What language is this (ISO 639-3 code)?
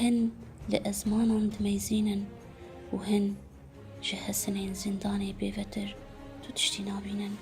kur